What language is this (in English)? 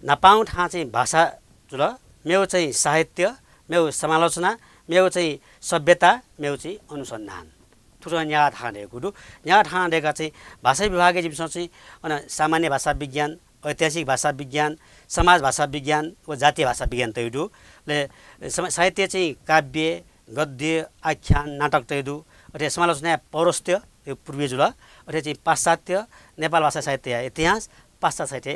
Newari